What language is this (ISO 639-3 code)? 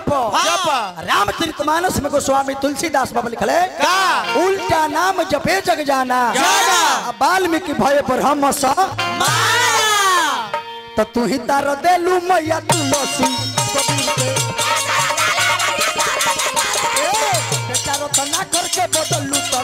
bho